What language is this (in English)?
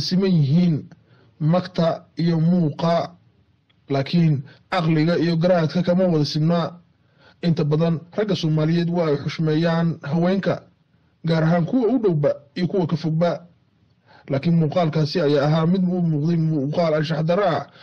Somali